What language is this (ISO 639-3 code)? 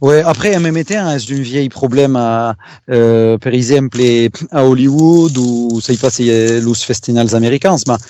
oci